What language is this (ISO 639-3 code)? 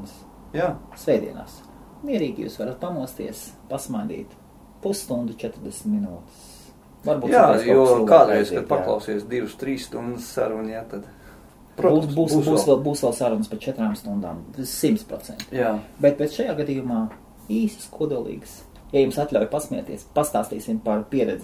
lav